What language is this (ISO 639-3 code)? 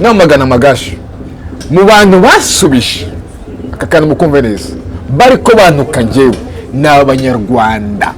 kin